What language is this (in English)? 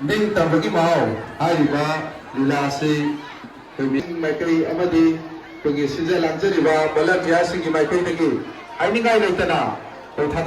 Manipuri